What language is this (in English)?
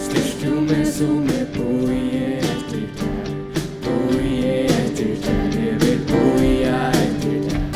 Faroese